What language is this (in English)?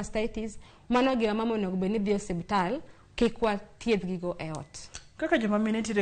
Luo (Kenya and Tanzania)